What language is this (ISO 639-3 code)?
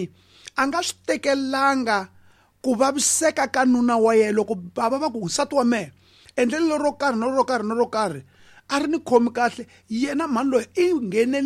tso